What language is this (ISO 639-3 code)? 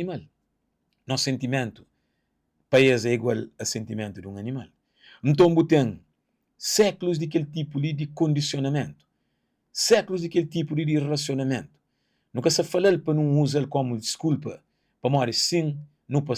kea